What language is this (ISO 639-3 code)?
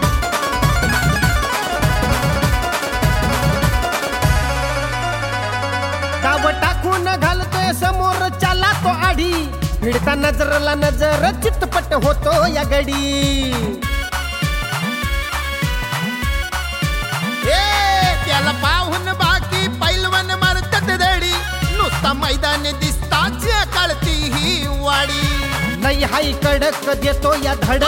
mar